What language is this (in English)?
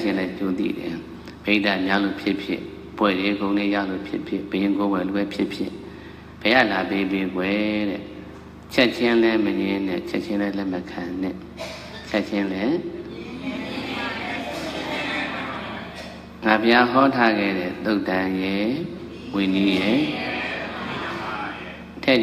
Burmese